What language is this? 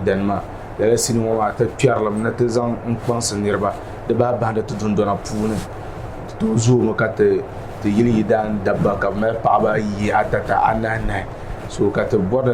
Dagbani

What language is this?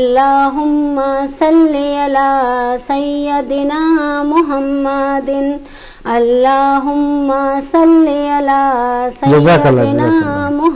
Baluchi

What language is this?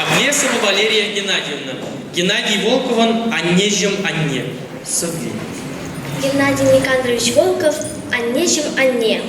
Chuvash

